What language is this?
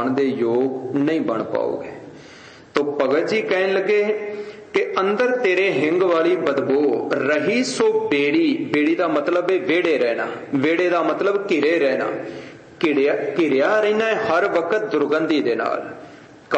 Punjabi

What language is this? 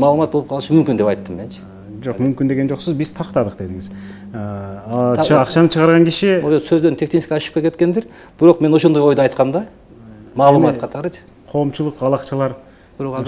Kyrgyz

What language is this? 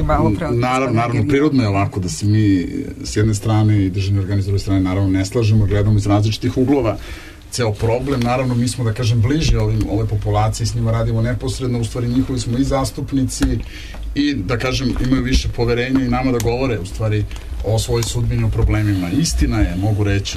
Serbian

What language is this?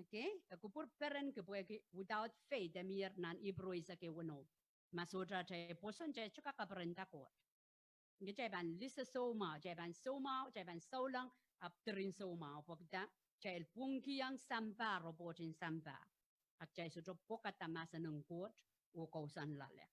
Pohnpeian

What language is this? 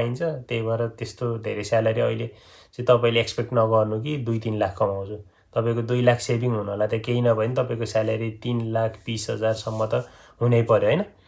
Nepali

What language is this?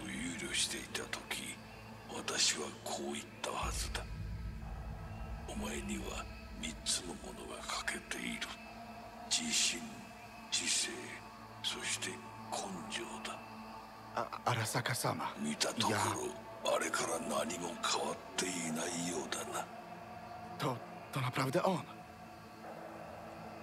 Polish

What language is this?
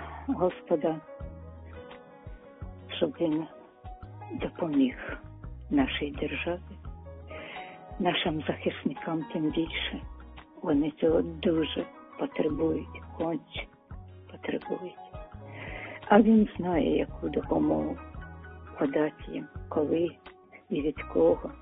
Ukrainian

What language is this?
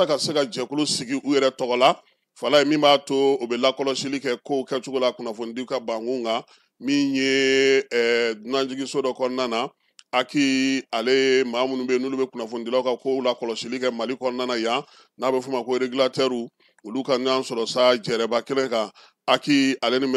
Bambara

